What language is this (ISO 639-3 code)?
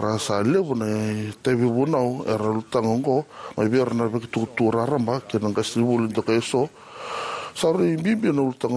fij